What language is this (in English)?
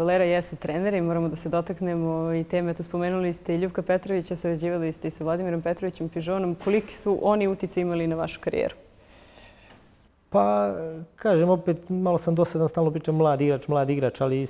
Serbian